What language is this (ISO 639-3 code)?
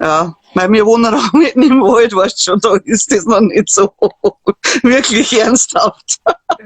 bar